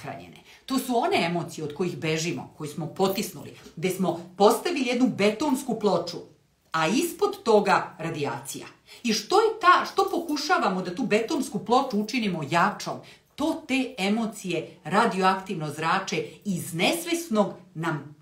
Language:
Serbian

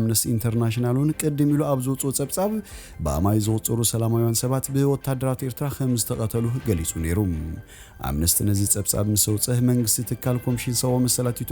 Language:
Tigrinya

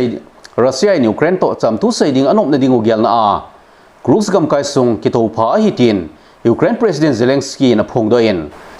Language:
Thado Chin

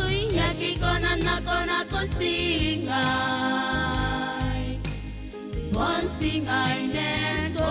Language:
Gilbertese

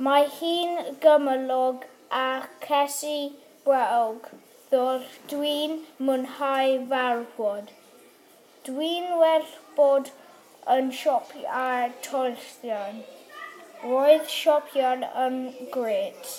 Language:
Welsh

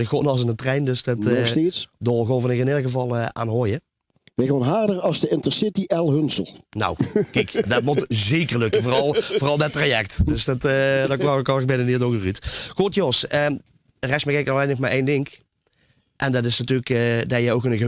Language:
Limburgish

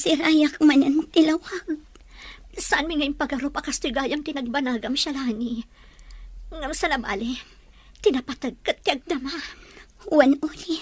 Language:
Iloko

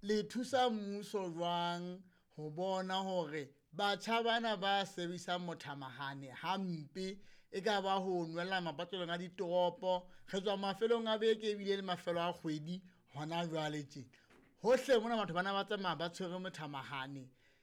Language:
Southern Sotho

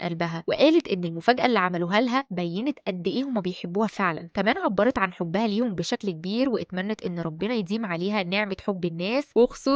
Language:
Egyptian Arabic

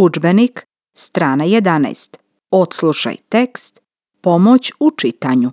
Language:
Serbian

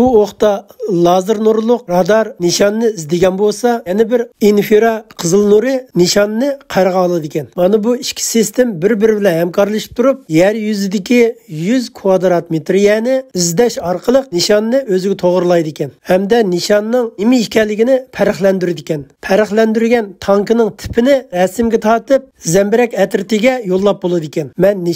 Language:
Uyghur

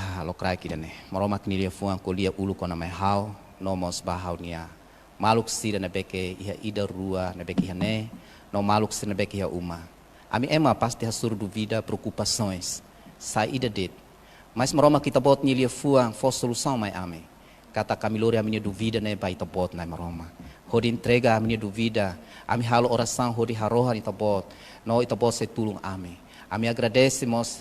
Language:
Tetum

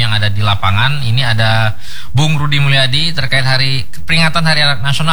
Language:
Indonesian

